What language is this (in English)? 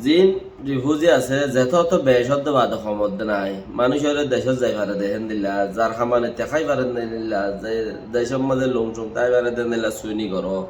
Rohingya